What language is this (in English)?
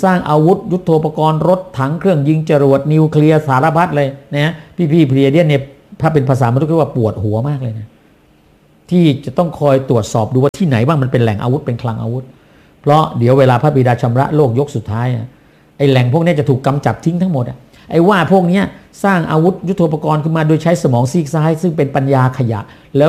Thai